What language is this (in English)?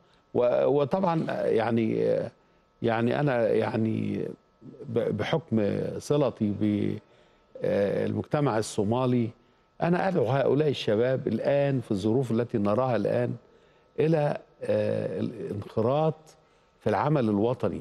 Arabic